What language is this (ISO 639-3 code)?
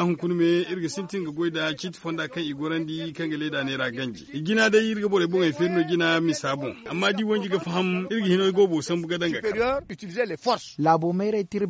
dje